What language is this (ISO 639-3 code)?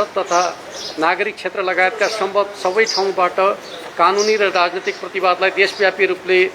nep